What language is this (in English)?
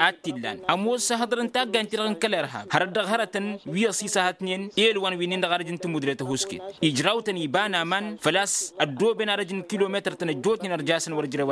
Tamasheq